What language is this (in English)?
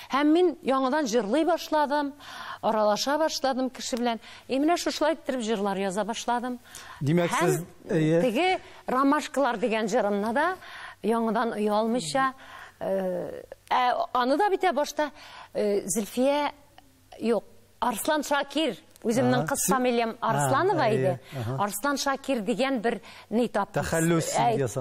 Tatar